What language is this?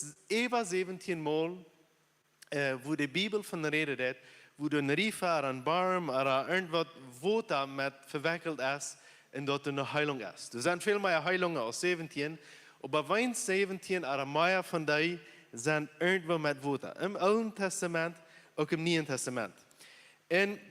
Plautdietsch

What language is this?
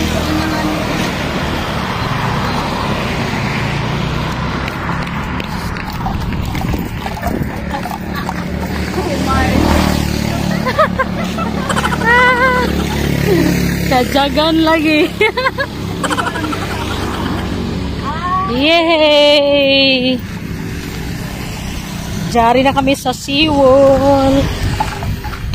Filipino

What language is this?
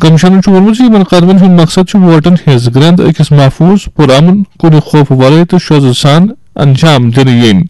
Kashmiri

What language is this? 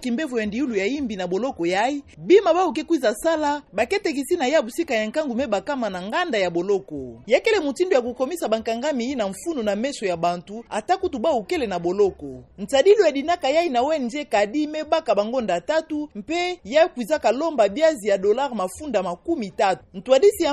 Kituba (Democratic Republic of Congo)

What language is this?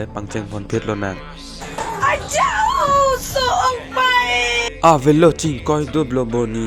Karbi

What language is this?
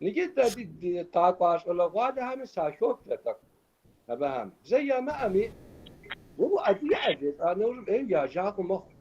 Kabardian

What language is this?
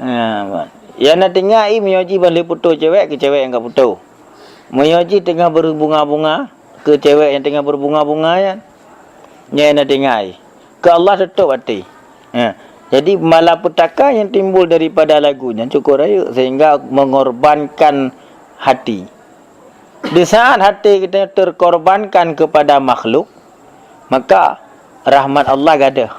Achinese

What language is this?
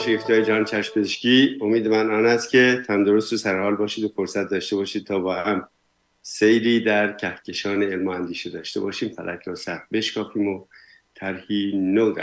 Persian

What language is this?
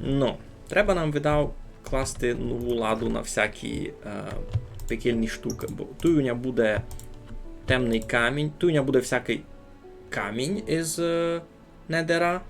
Rusyn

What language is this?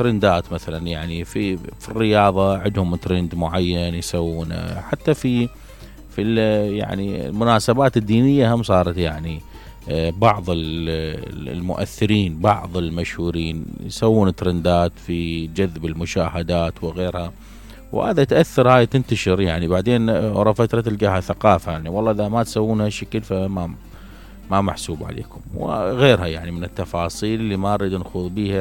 Mesopotamian Arabic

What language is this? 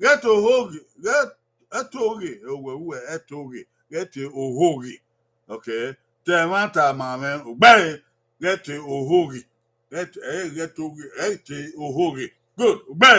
Bini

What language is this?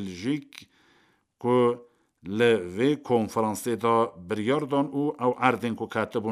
Kurdish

